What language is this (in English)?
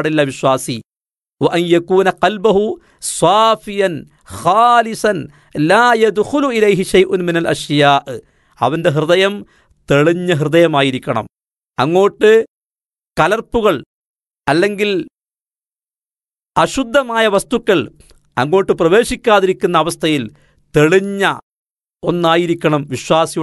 Malayalam